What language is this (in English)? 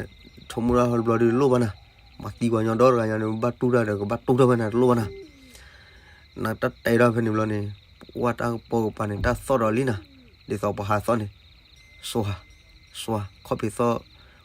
S'gaw Karen